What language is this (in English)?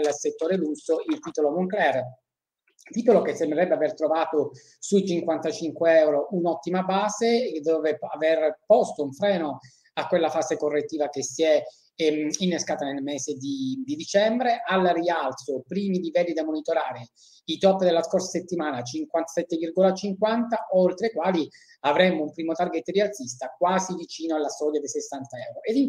Italian